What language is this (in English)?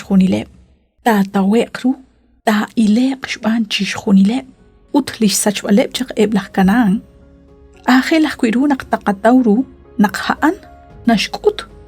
Kekchí